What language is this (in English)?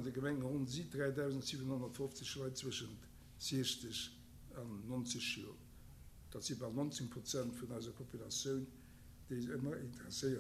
Luxembourgish